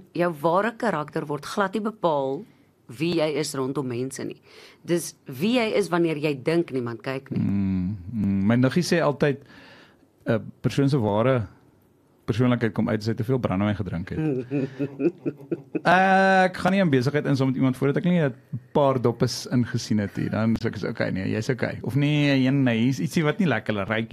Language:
Afrikaans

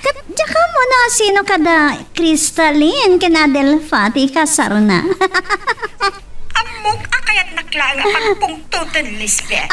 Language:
Iloko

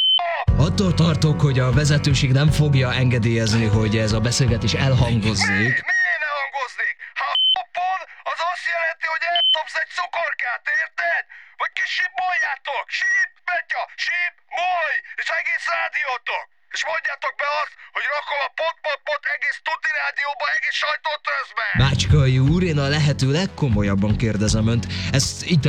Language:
Hungarian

